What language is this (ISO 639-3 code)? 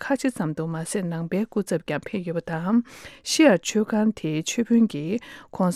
bod